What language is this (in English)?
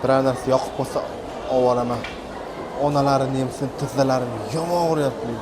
Uzbek